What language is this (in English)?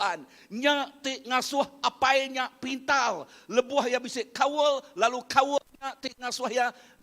Iban